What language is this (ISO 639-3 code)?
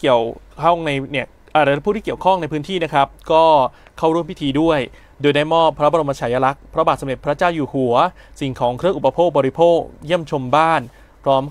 tha